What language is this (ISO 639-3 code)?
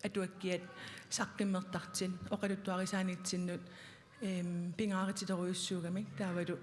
kal